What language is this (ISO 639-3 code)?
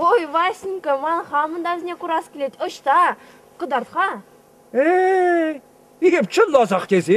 chv